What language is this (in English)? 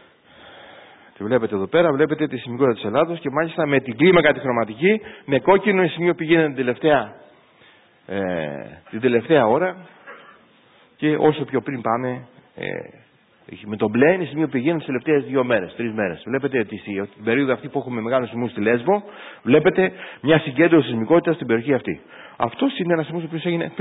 Greek